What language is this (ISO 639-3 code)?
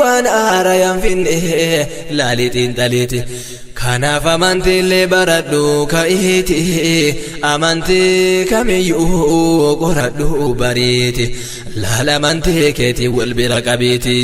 orm